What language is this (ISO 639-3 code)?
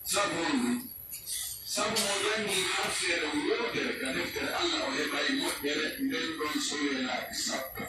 fuf